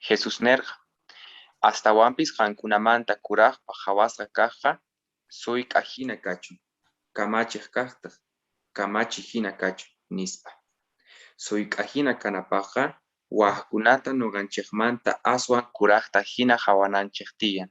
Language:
Quechua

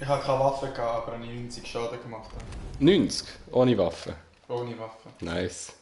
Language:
Swiss German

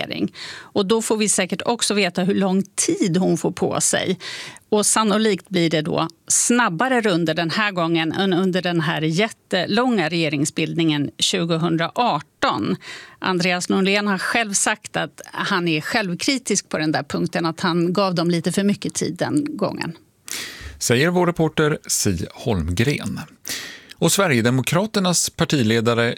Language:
Swedish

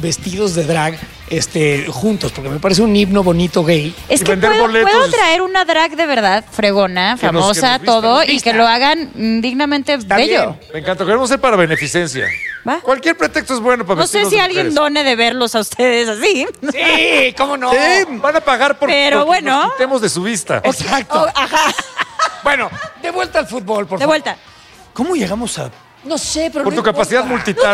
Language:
Spanish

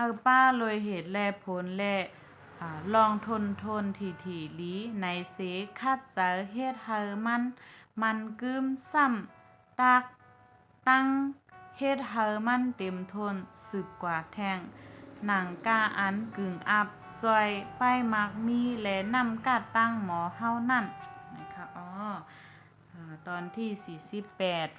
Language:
Shan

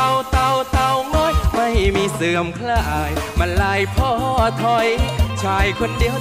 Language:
Thai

